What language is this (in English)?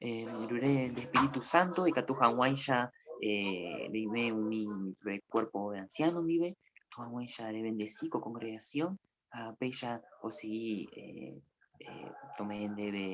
Guarani